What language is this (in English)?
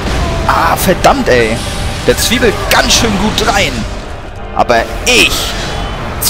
German